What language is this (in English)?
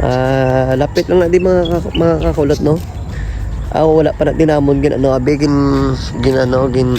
Hiligaynon